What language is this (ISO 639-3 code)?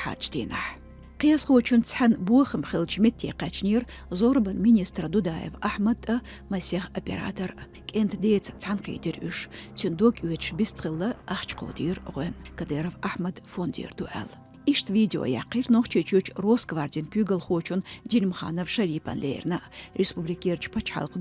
che